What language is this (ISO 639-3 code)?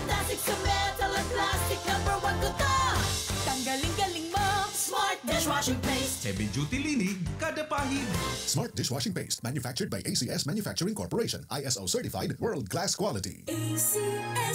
bik